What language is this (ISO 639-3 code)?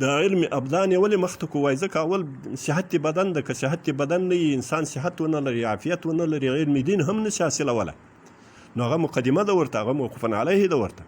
pus